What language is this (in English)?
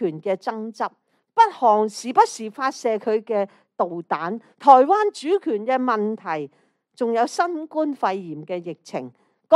Cantonese